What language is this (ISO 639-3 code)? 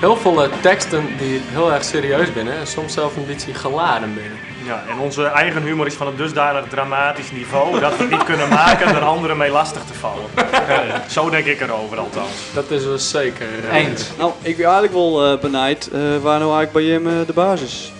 fry